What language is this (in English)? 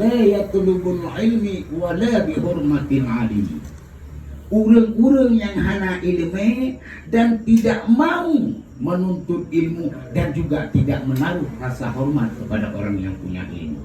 Achinese